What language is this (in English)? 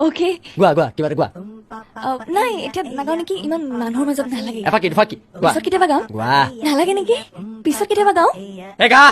Assamese